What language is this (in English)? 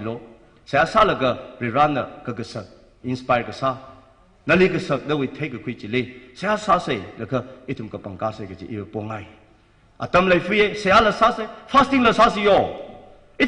Tangkhul Naga (India)